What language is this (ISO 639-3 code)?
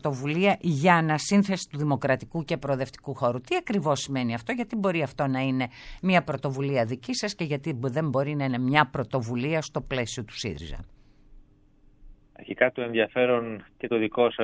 ell